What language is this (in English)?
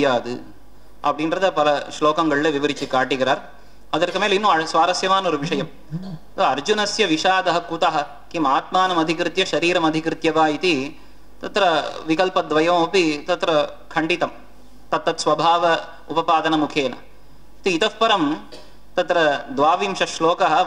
Tamil